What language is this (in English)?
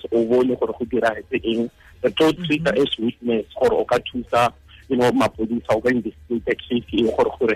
Tswana